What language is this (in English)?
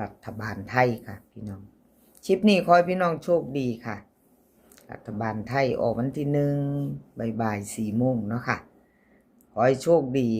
Northeastern Thai